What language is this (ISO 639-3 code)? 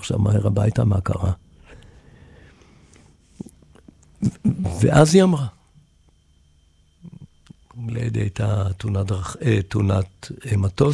heb